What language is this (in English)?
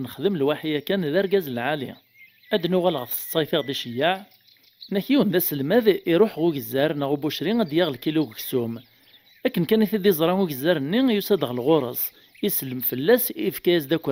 Kabyle